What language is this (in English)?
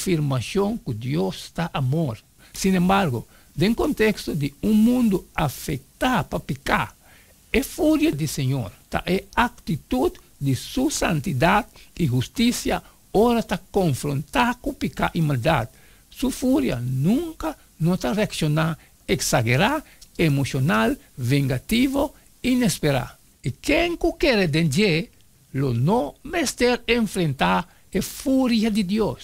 Papiamento